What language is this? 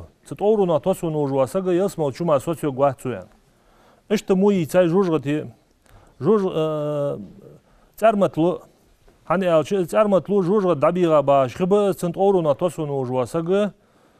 Ingush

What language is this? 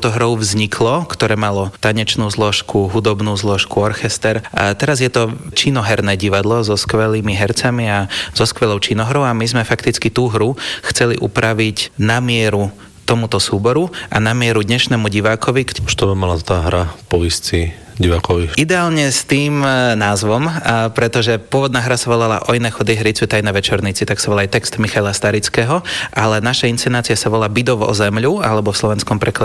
Slovak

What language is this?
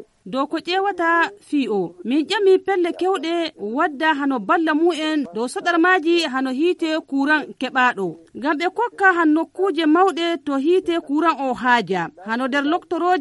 Nigerian Fulfulde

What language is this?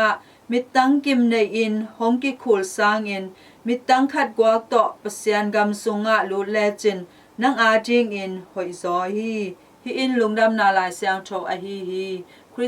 Tedim Chin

